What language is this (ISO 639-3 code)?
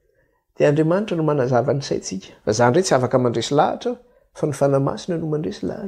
mlg